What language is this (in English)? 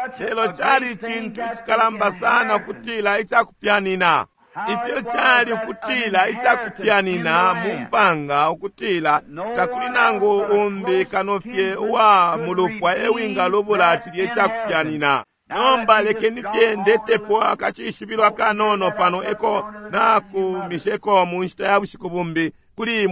Bemba